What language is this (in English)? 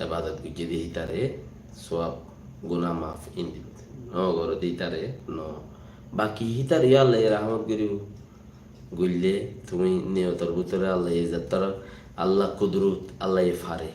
Rohingya